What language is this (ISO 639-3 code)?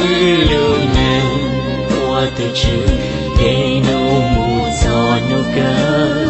hmn